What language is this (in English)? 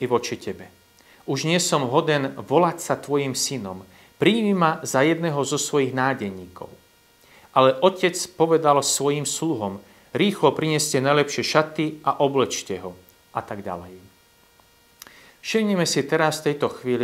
Slovak